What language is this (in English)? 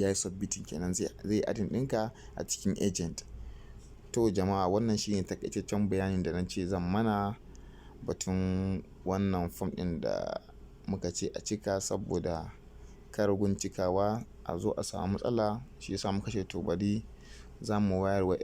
Hausa